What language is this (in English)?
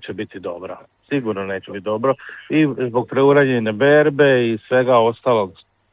Croatian